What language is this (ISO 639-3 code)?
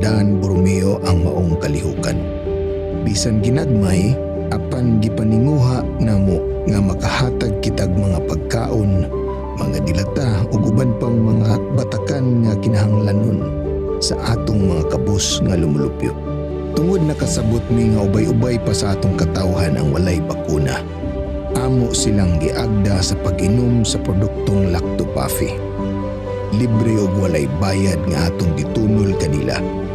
ceb